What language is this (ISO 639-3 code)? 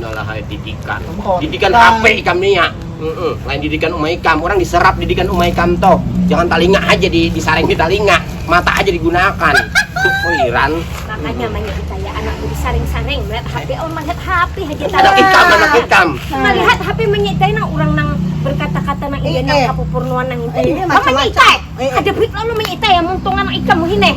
bjn